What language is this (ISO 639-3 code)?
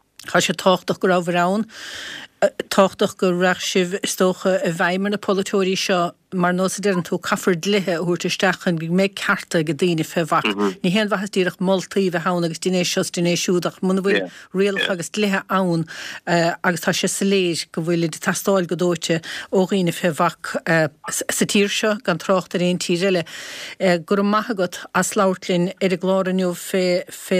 gle